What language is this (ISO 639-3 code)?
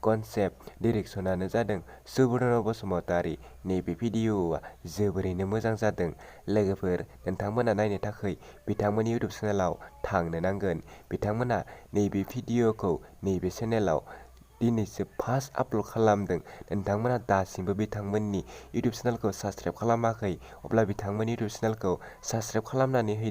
brx